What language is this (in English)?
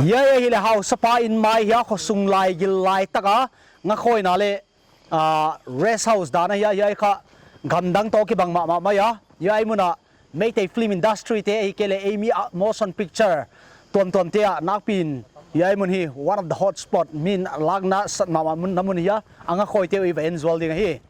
Paite Chin